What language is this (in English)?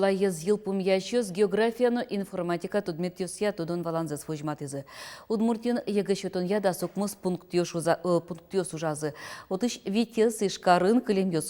Udmurt